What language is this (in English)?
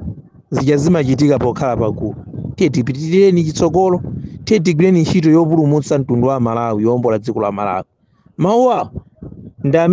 Nyanja